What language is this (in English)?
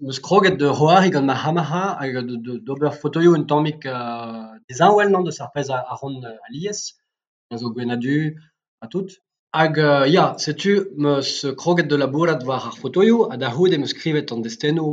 Breton